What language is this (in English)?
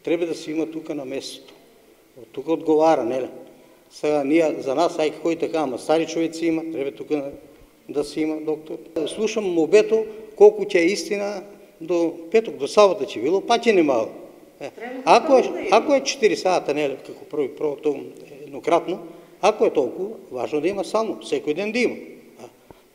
Macedonian